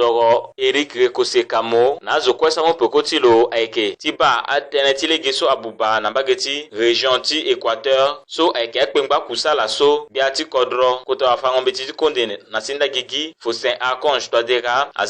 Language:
Sango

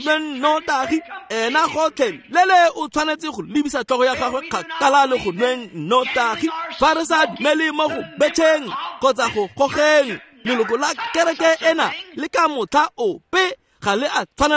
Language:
Tswana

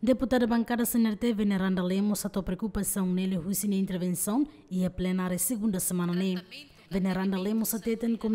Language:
Tetum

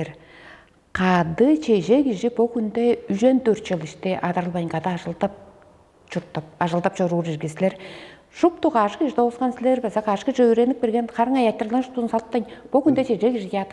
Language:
Tuvinian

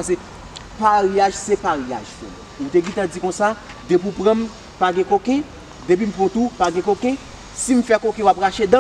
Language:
Haitian Creole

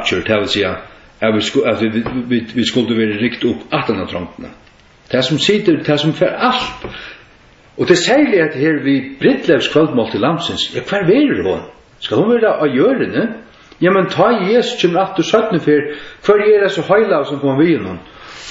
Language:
Faroese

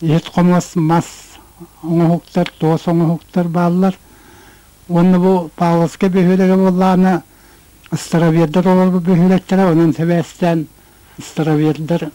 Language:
Yakut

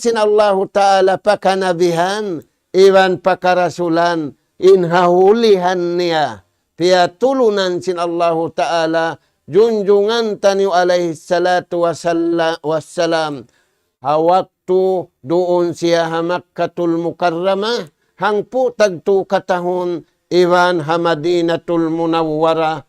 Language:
Tausug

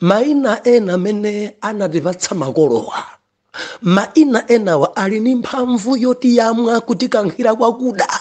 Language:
Nyanja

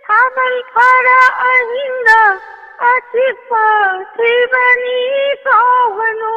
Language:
Manipuri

